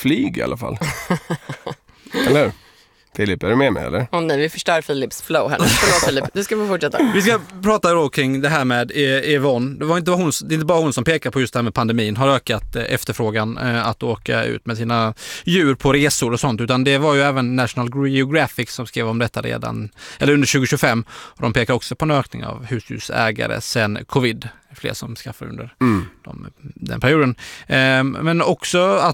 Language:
Swedish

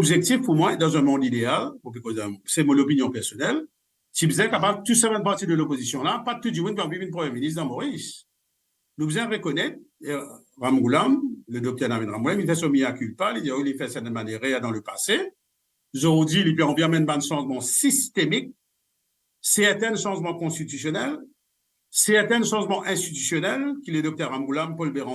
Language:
Morisyen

